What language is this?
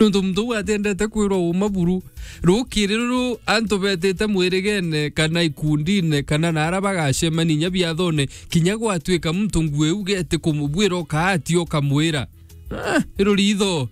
Meru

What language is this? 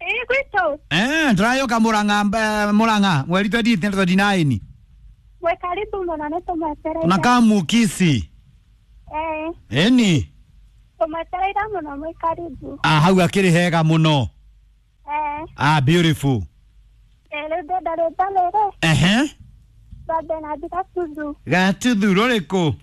Kikuyu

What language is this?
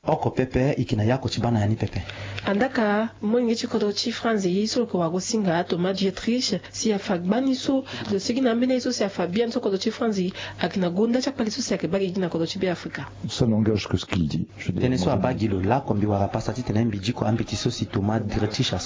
Sango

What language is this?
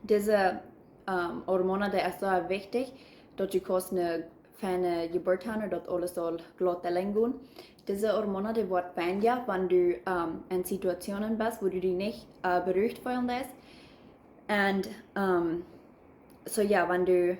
Plautdietsch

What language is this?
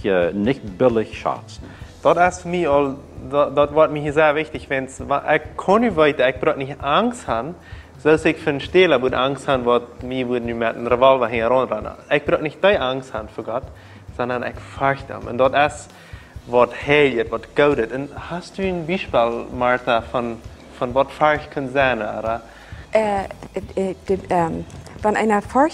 Plautdietsch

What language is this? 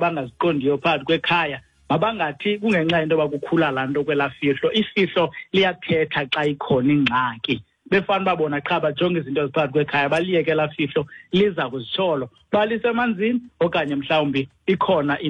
Xhosa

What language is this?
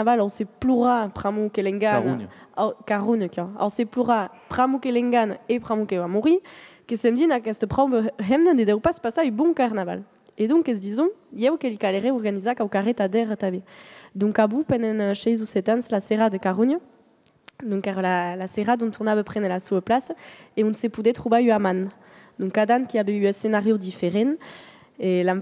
Occitan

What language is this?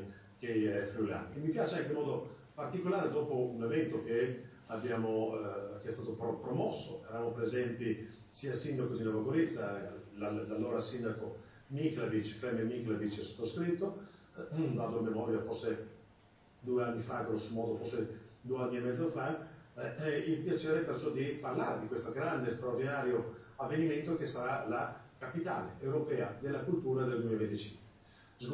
Italian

